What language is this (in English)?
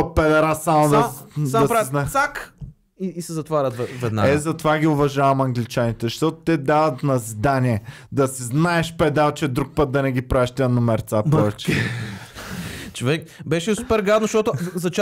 Bulgarian